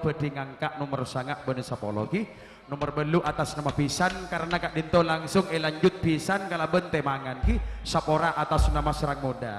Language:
Madurese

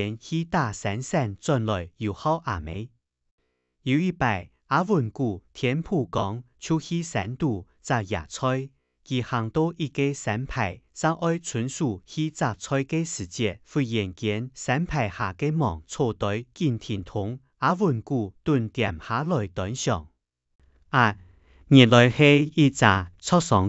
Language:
Hakka Chinese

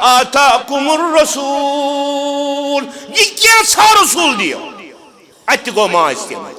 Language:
Kashmiri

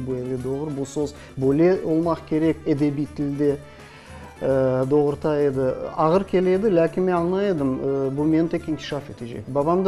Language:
Crimean Tatar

